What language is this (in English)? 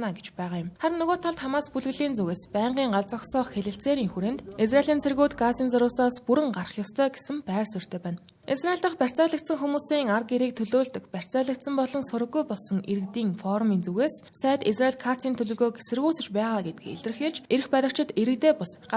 Mongolian